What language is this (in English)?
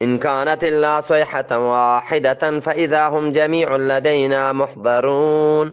Eastern Balochi